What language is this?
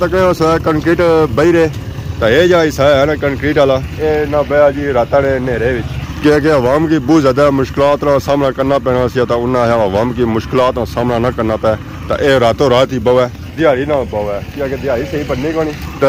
Pahari-Potwari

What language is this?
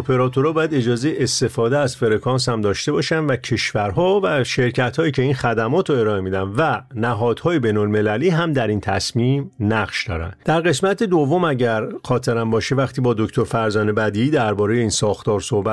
Persian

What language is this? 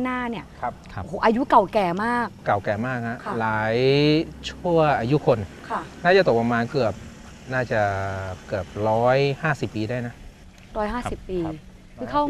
Thai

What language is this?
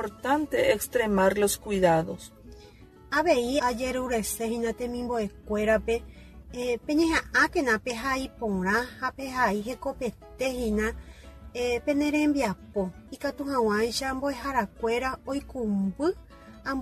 Guarani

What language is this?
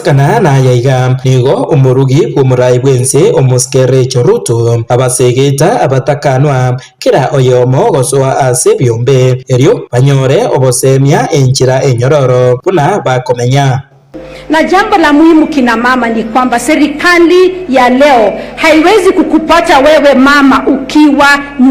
Gusii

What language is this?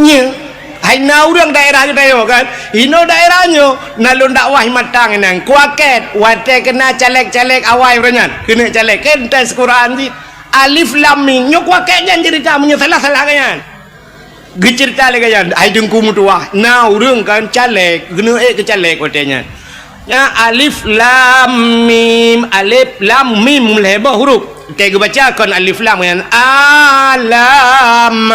Achinese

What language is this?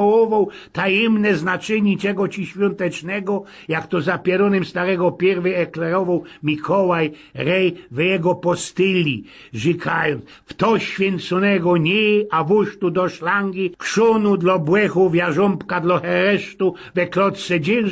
Silesian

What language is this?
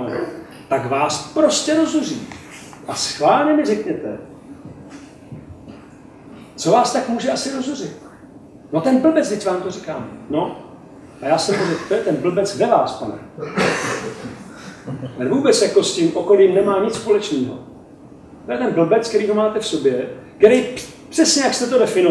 Czech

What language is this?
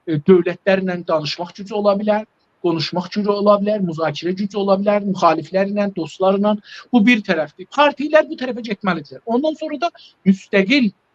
South Azerbaijani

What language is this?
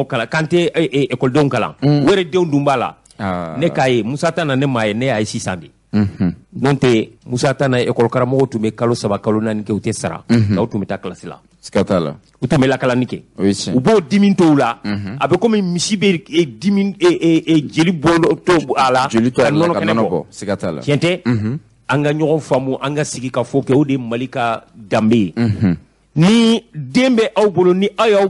Bambara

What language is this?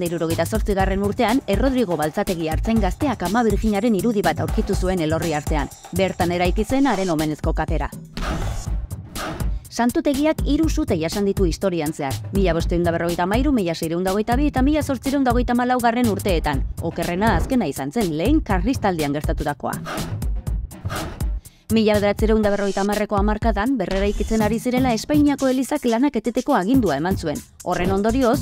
Basque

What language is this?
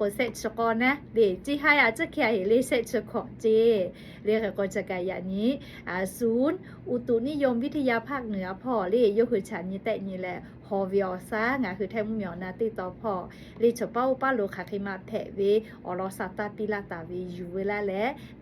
Lahu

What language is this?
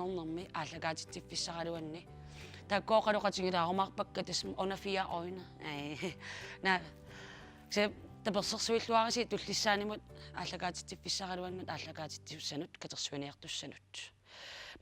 Kalaallisut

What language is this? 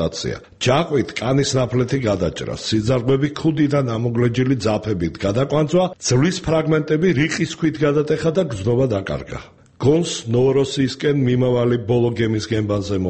Georgian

